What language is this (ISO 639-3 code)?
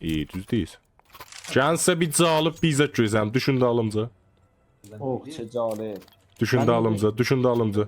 azb